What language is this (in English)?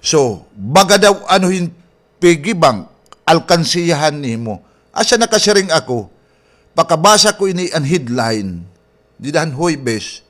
Waray